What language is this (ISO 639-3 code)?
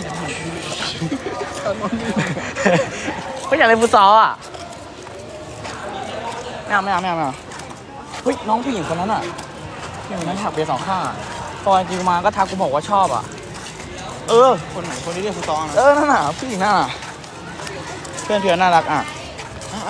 tha